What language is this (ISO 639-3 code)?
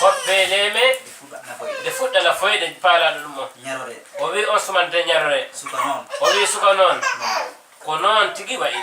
ful